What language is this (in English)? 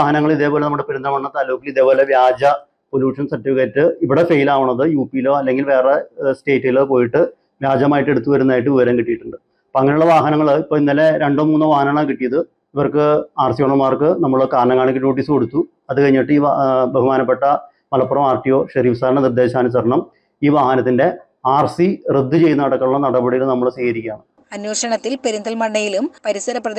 Malayalam